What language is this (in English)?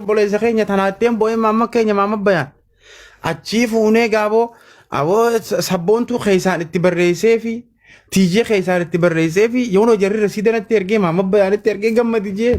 Oromo